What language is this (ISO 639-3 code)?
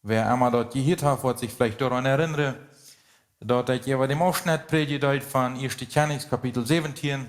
pdt